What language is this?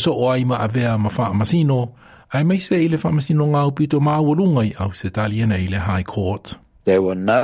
Samoan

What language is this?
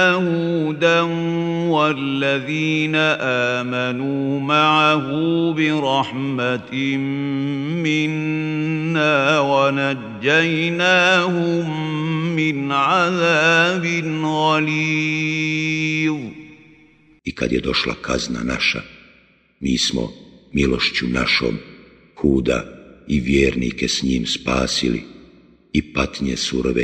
Bosnian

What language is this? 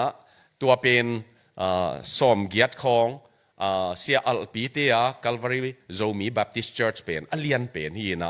Tedim Chin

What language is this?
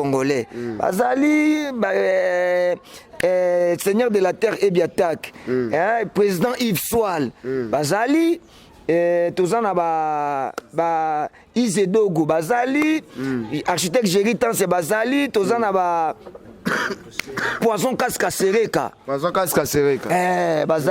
Lingala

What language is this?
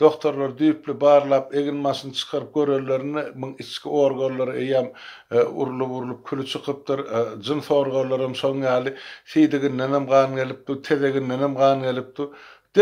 Turkmen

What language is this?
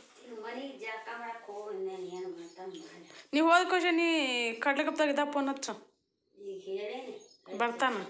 Kannada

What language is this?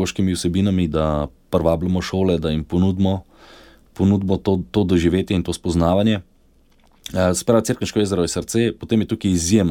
Slovenian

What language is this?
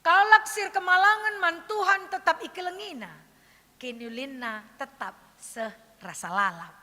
Batak Karo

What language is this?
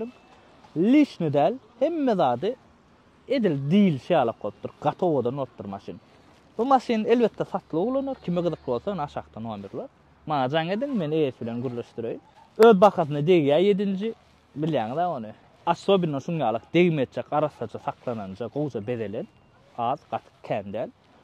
Turkmen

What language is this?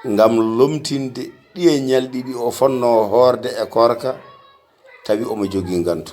Fula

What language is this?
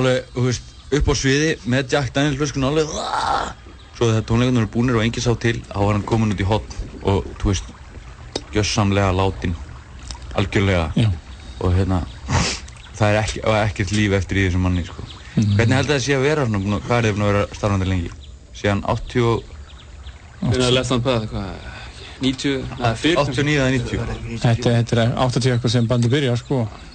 Icelandic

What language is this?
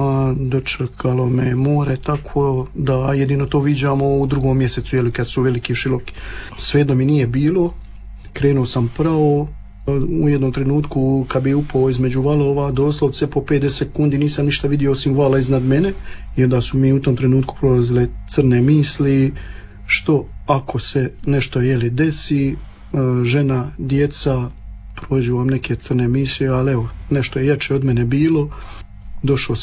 Croatian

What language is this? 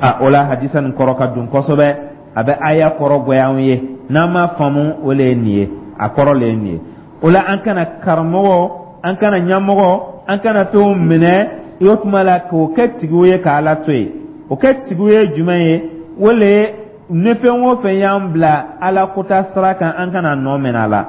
Dyula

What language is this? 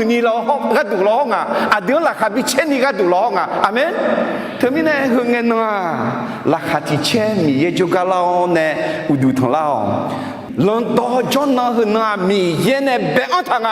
Akha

